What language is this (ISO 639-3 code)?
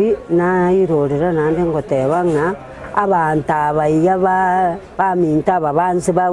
guz